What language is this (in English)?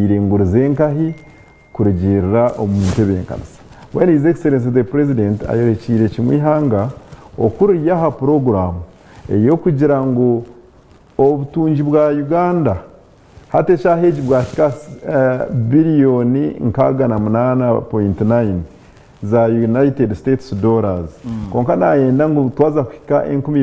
Nyankole